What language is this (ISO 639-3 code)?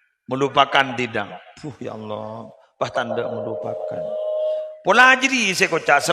mad